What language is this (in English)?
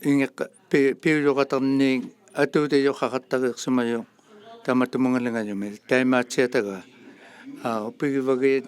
Inuktitut